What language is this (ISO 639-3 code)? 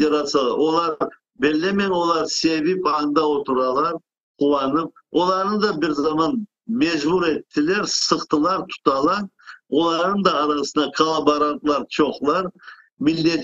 crh